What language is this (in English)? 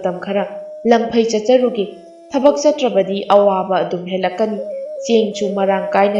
Manipuri